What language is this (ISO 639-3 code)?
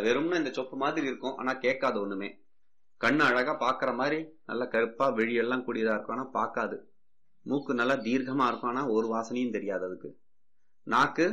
tam